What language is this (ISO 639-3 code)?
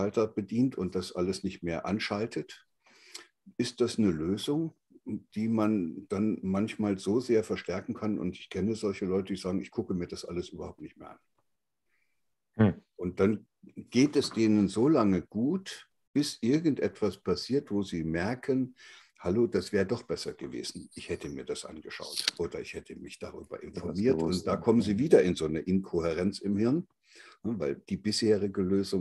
deu